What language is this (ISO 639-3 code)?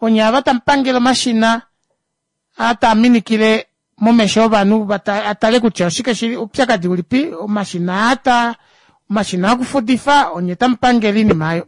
kua